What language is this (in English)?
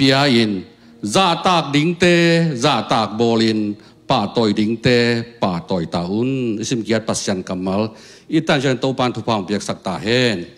Tedim Chin